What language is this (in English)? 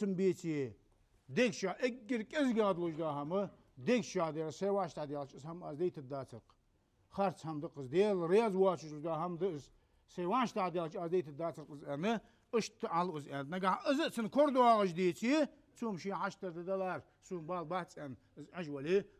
Ingush